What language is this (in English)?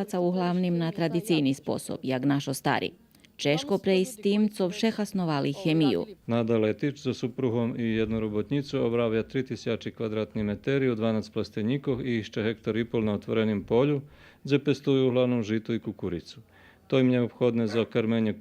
Rusyn